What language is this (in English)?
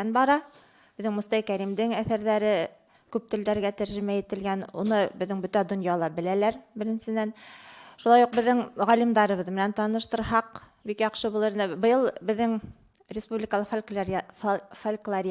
Bashkir